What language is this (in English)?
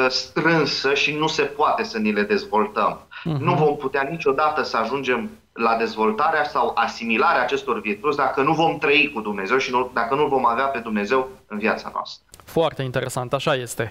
Romanian